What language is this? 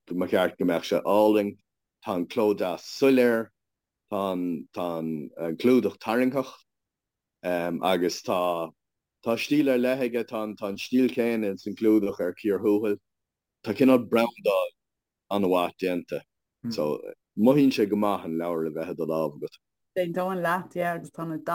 Irish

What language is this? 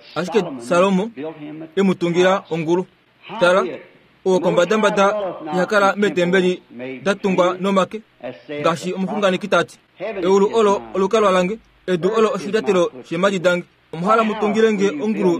Kuanyama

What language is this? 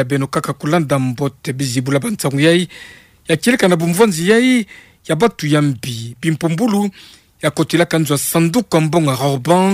Kituba (Democratic Republic of Congo)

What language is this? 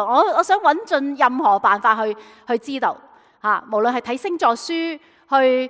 Cantonese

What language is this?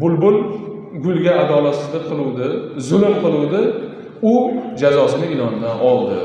Uzbek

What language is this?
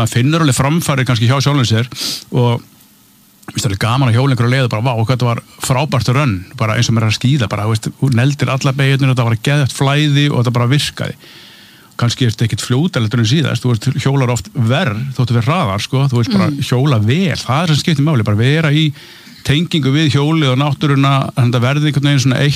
Icelandic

